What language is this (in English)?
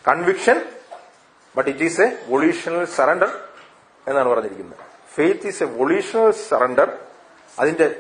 Malayalam